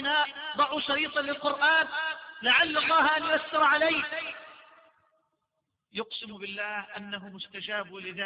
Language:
Arabic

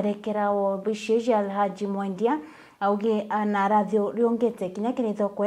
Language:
Meru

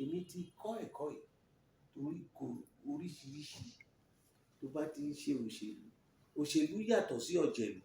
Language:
Yoruba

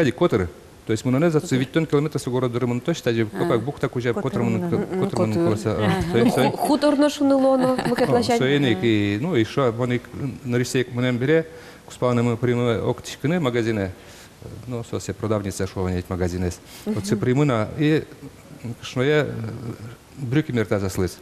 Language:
Udmurt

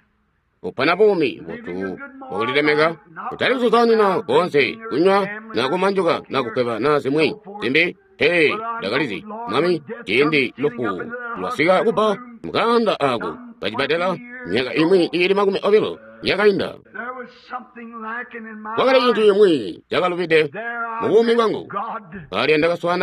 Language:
Tonga (Zambia)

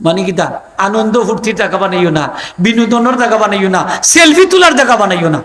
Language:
Sylheti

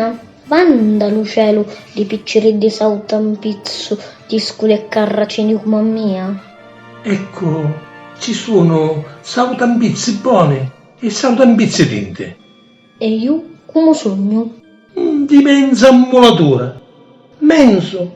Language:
Sicilian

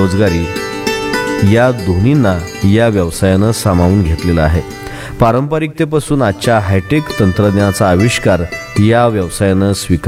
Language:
Marathi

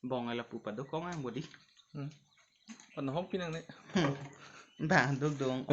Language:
Karbi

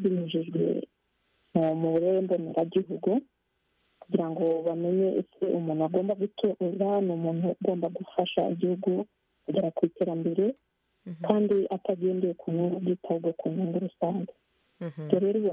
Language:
Kinyarwanda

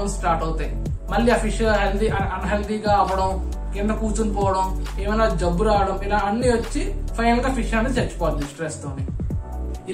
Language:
Telugu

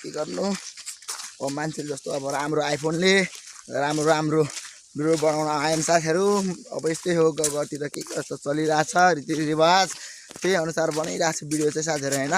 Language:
Nepali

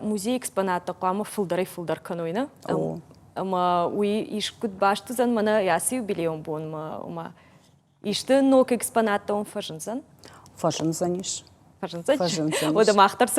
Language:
Ossetic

